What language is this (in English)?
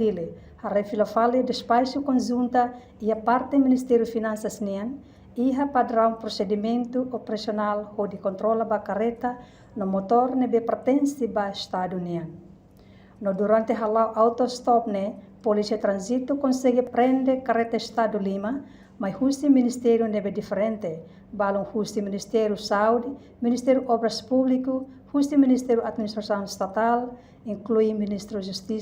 Tetum